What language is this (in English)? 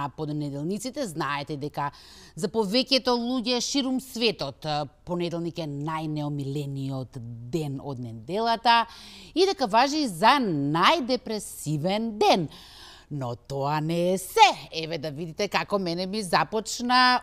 Macedonian